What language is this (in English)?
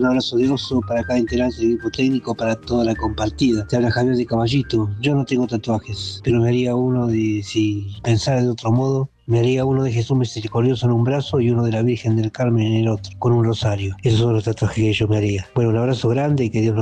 Spanish